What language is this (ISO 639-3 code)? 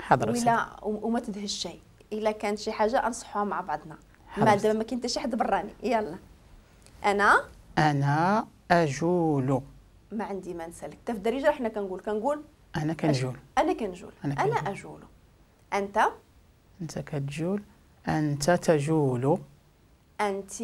ary